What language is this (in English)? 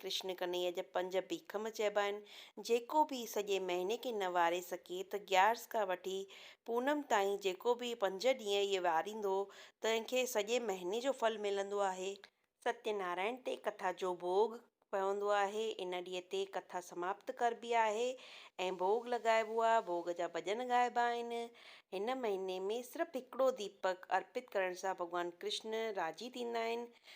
Sindhi